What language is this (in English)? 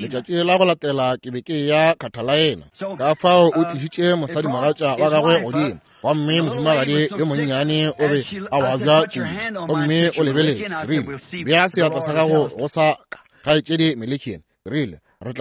Northern Sotho